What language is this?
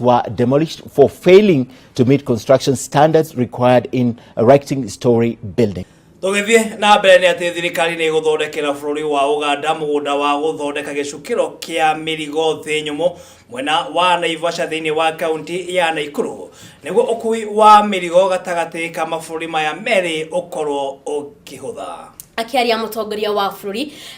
Kikuyu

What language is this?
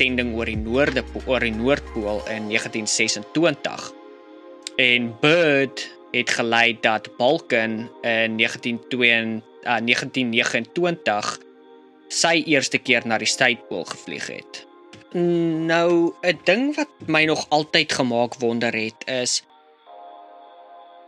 Afrikaans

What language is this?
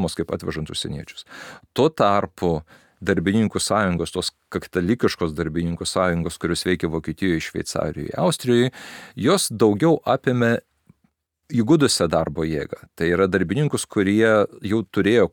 Lithuanian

